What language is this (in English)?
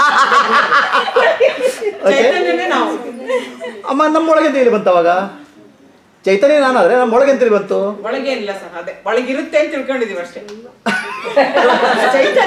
Kannada